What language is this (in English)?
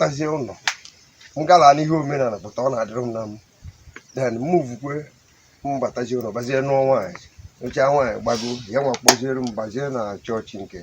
Igbo